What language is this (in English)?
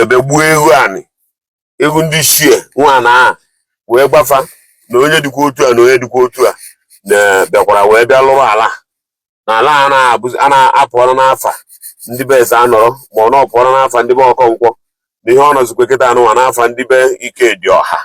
Igbo